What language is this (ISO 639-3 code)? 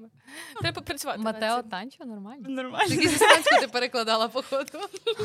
ukr